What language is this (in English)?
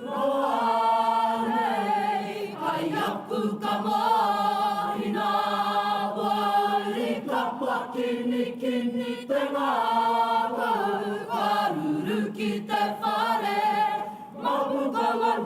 Māori